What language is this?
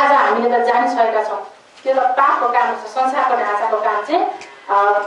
Nepali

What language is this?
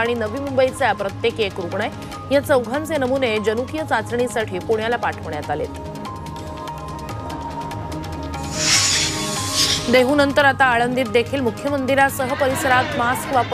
Marathi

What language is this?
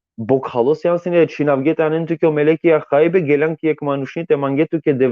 Balkan Romani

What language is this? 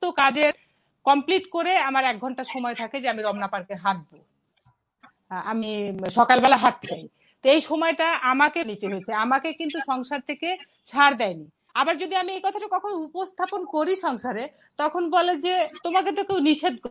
Bangla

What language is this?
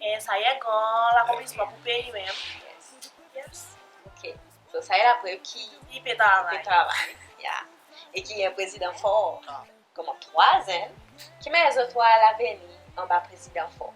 Seselwa Creole French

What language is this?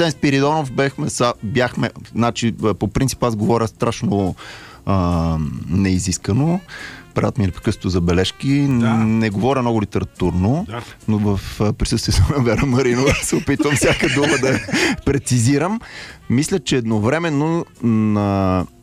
Bulgarian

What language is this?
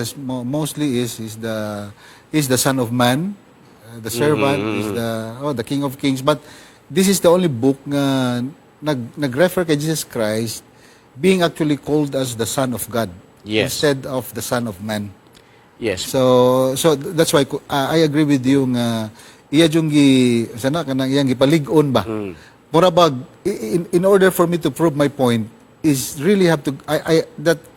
Cebuano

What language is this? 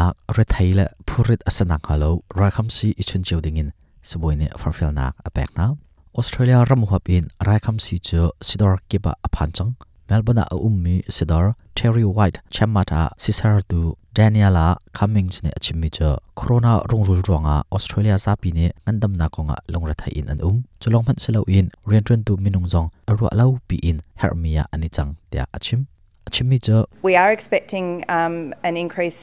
Hakha Chin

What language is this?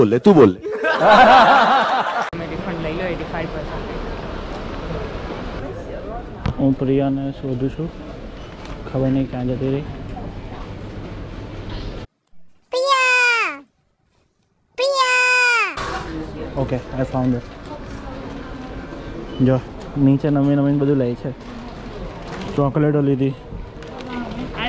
Gujarati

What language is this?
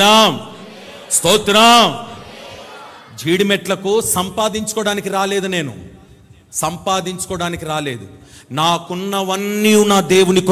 Telugu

